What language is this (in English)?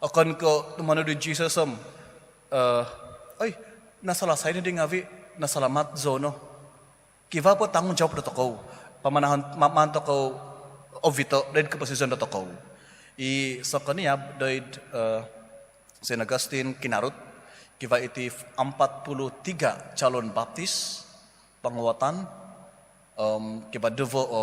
Central Dusun